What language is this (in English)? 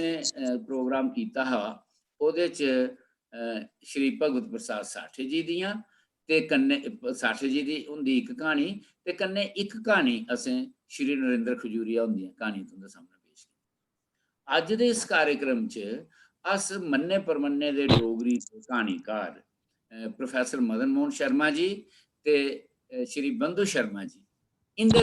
Dogri